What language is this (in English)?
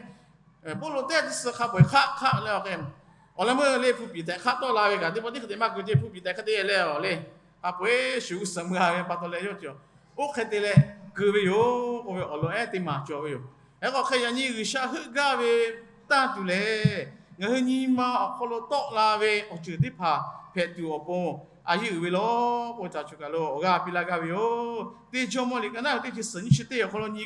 Lahu